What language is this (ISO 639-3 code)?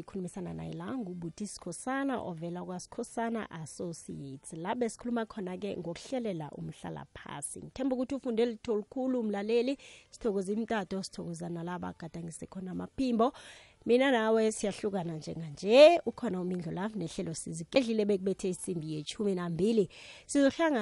nbl